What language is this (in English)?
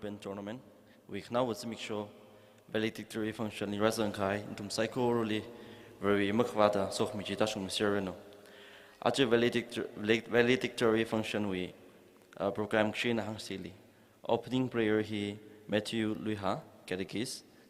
Tangkhul Naga (India)